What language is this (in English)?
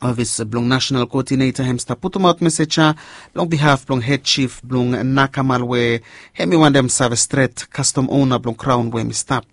Bislama